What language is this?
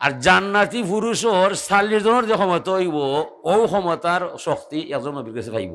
Sylheti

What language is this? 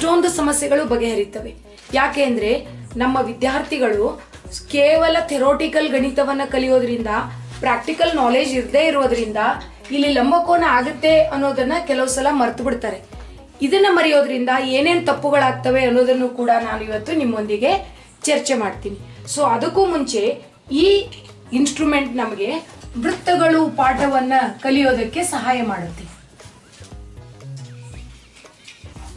Kannada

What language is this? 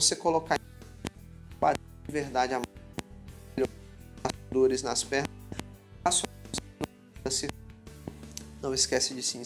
Portuguese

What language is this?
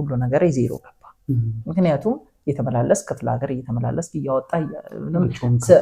Amharic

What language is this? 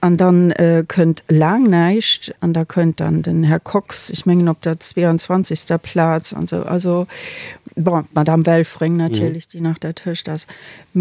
Luxembourgish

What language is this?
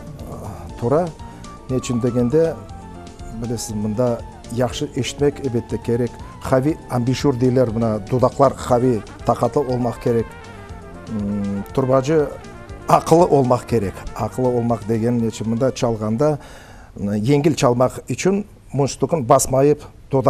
Crimean Tatar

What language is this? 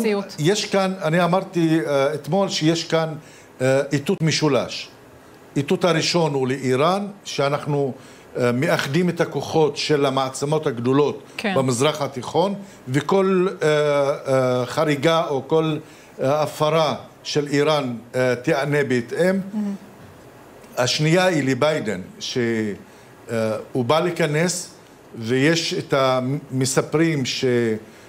Hebrew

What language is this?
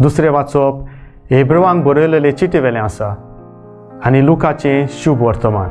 Konkani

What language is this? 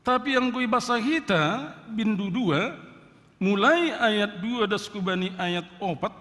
Batak Simalungun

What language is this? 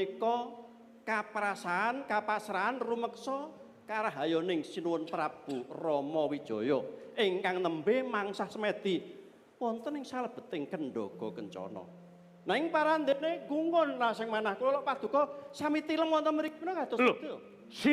Javanese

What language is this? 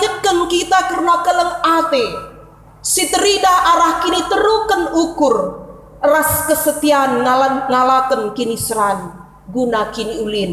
Batak Karo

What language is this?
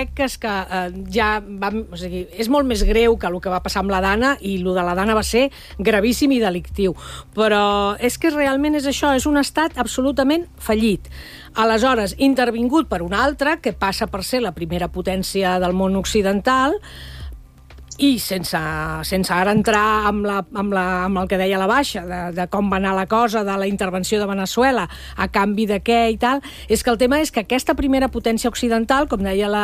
Catalan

